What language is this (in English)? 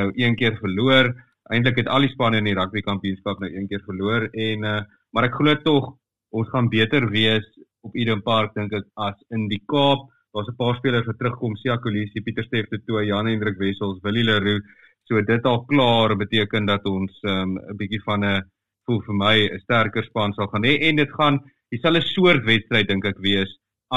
Afrikaans